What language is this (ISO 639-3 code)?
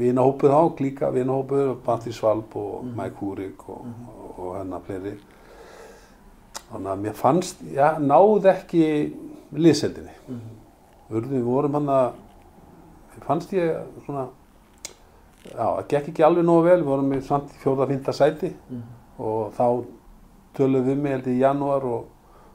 isl